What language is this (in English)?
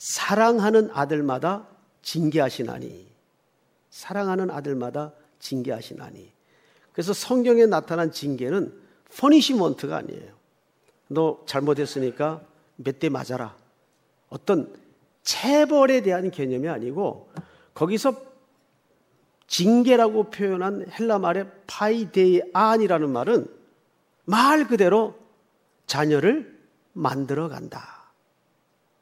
Korean